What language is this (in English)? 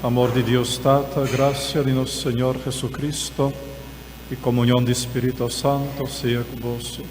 Papiamento